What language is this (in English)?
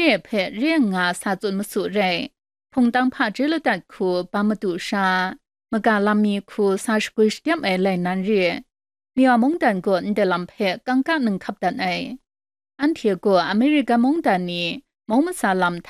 Kachin